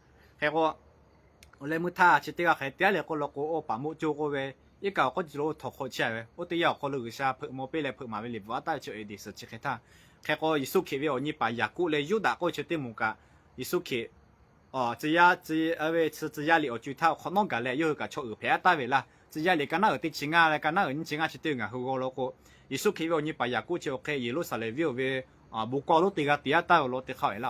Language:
Lahu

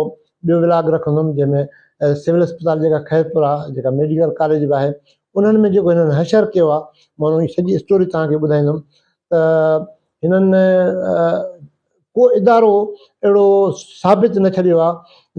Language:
Sindhi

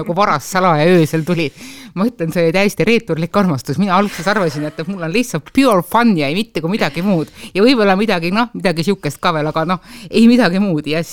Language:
Estonian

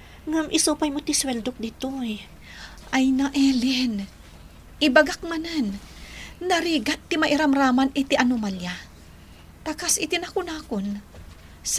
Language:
Iloko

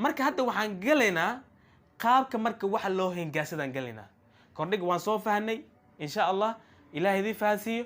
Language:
Somali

